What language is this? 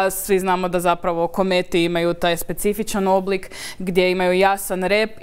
Croatian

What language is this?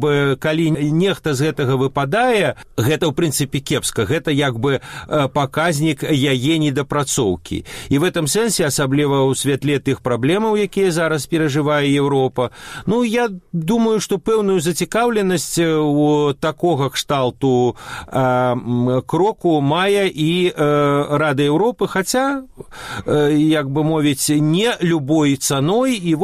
Belarusian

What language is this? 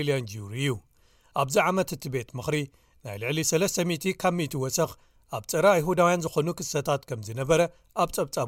Tigrinya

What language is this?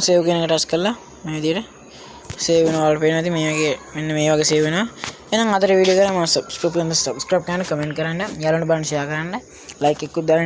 Sinhala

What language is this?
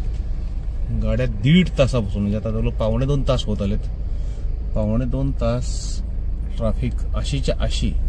Marathi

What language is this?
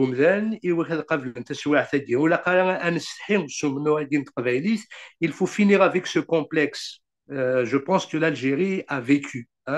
Kabyle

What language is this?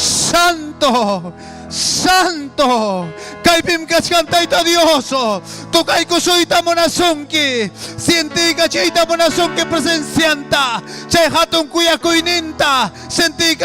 Ayacucho Quechua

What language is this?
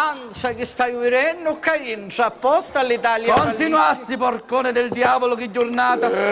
Sicilian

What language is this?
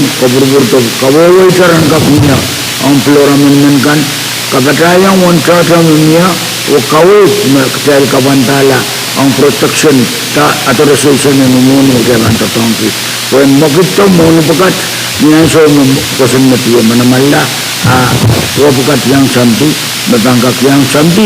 Pohnpeian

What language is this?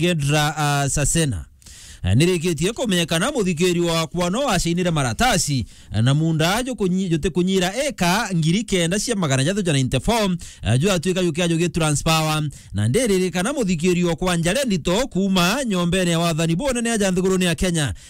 Meru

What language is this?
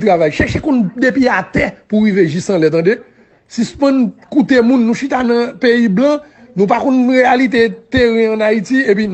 Haitian Creole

